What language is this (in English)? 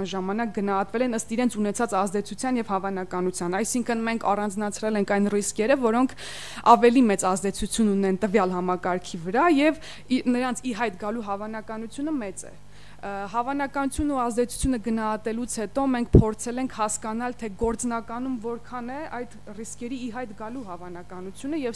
Armenian